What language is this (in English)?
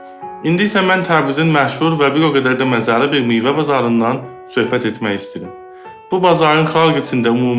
South Azerbaijani